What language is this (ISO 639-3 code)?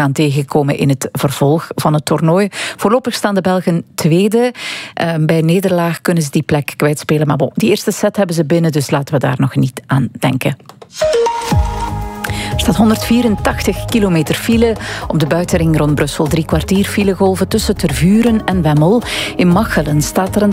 nld